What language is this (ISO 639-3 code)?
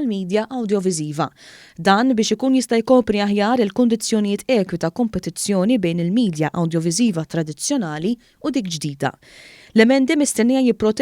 mlt